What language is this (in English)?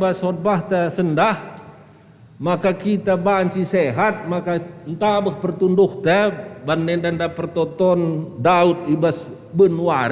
Batak Karo